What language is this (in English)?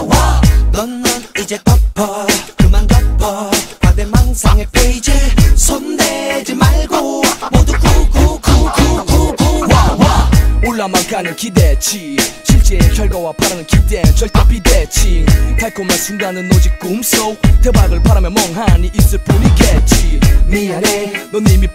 Korean